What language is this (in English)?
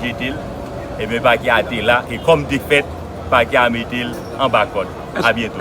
Haitian Creole